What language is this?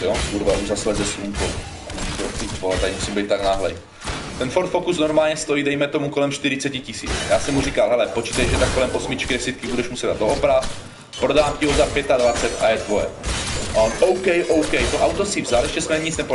Czech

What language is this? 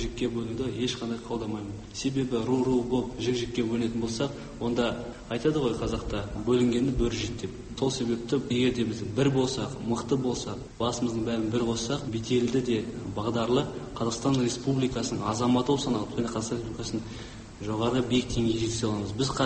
Kazakh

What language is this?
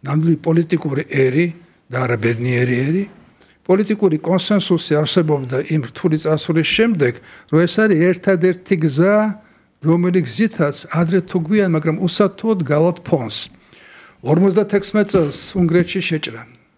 Georgian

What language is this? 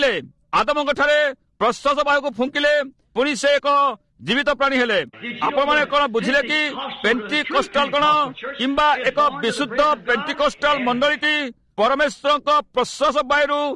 Odia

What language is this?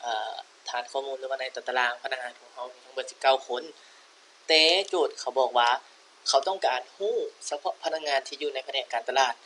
Lao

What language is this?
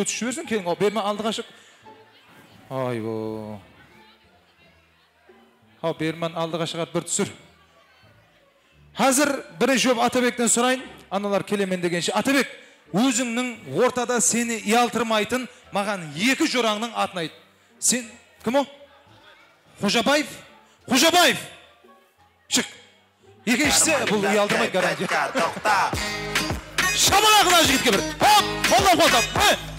Kara-Kalpak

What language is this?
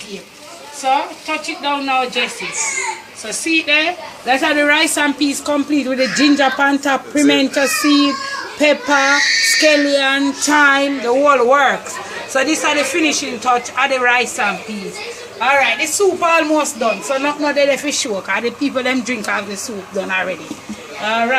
Jamaican Creole English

